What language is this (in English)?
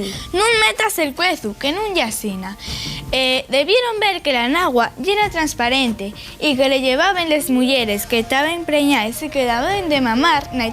Asturian